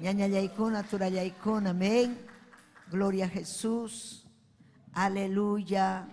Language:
Ayacucho Quechua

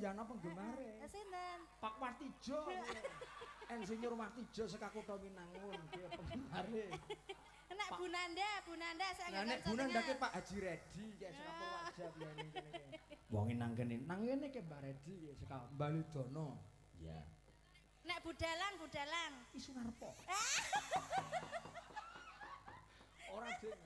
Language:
Javanese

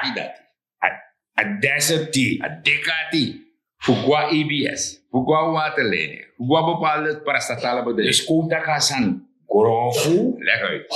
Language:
Sranan Tongo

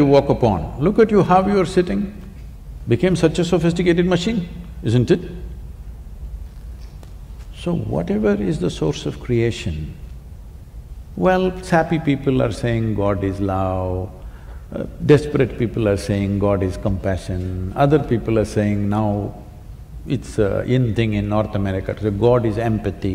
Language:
English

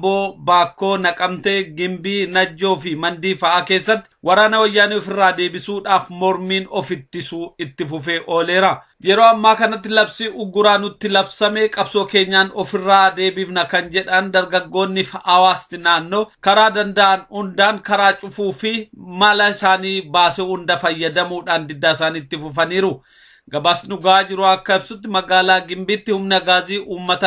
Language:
Oromo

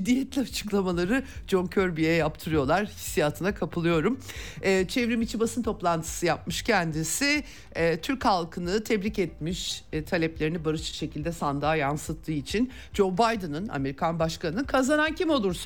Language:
Turkish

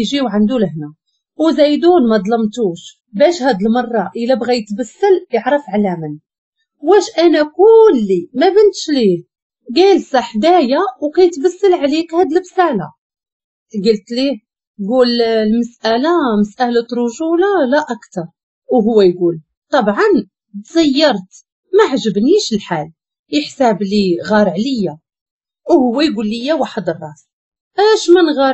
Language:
Moroccan Arabic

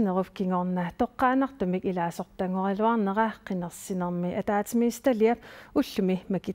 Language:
Kalaallisut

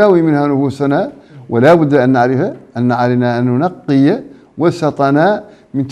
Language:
Arabic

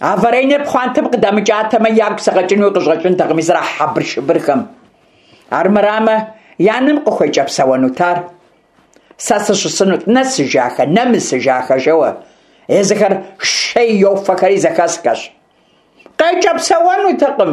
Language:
Kabardian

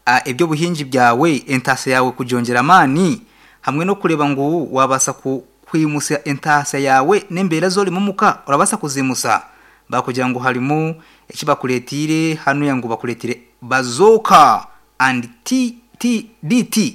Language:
Nyankole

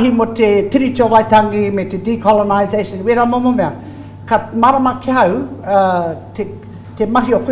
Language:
Māori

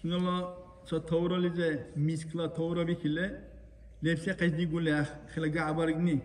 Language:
Dargwa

